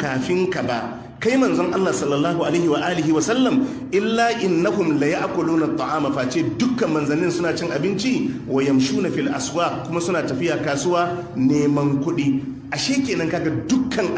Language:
Hausa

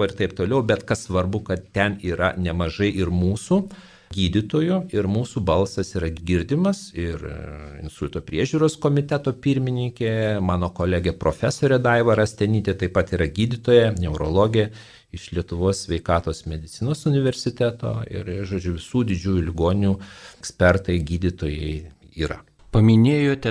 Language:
Lithuanian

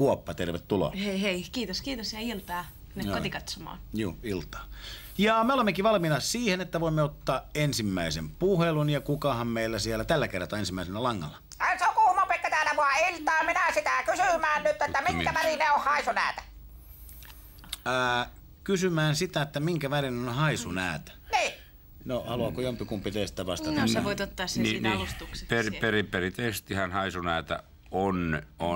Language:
Finnish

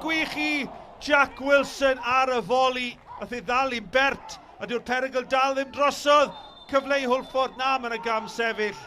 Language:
Welsh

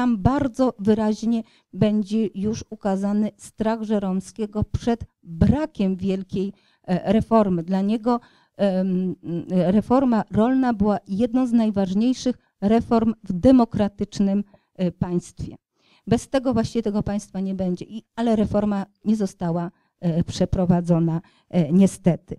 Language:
Polish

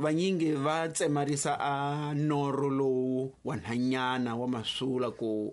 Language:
Tsonga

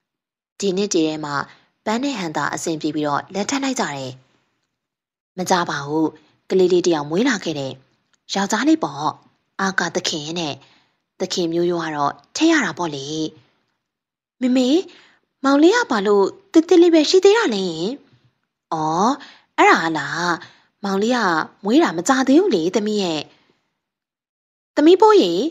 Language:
Burmese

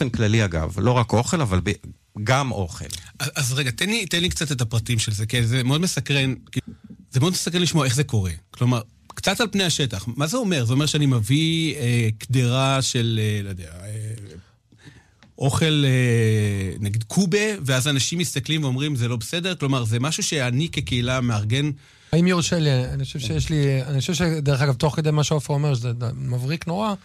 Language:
Hebrew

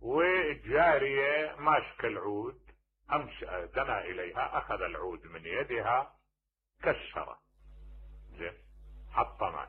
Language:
Mesopotamian Arabic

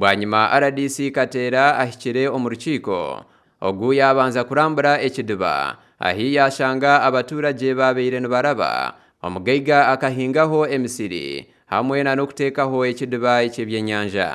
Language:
Nyankole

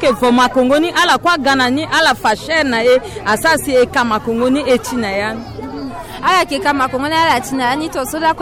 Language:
Sango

